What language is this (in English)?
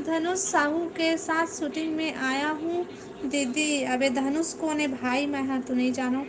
Chhattisgarhi